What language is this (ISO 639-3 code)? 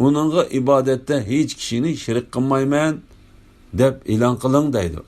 uig